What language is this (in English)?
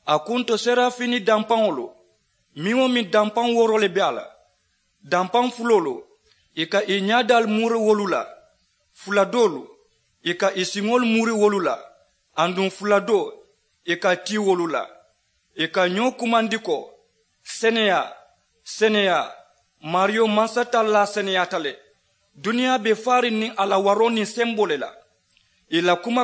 Mandingo